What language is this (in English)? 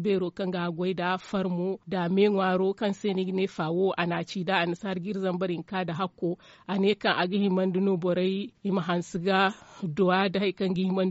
Zarma